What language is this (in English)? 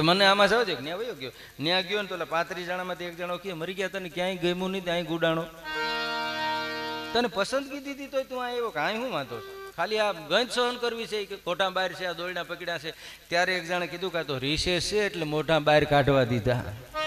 Gujarati